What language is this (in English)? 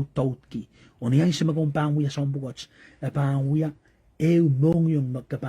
Pohnpeian